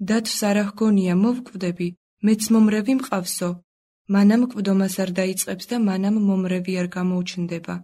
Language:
Georgian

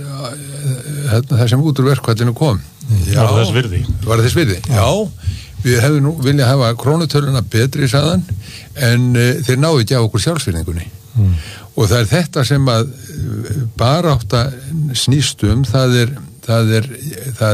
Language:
Icelandic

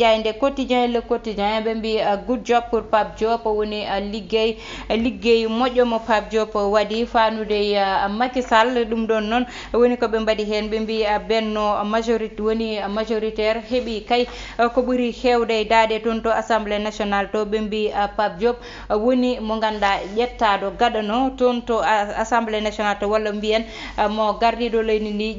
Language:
Fula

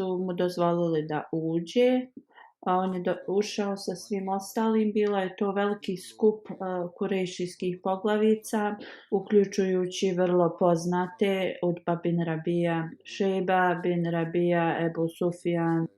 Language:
Bosnian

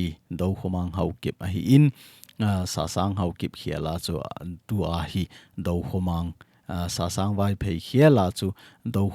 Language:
Thado Chin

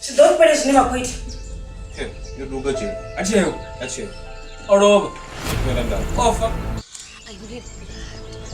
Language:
Venda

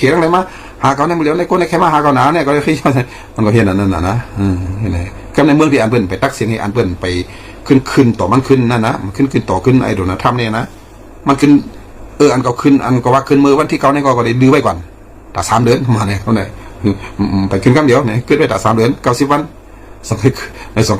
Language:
Shan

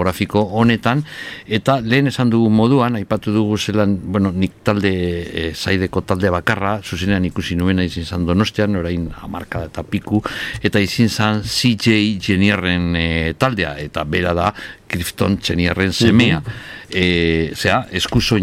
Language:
Basque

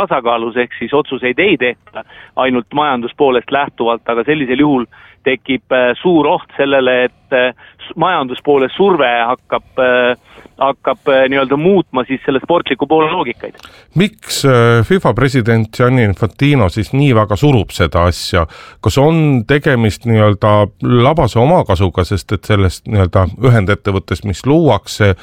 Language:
Estonian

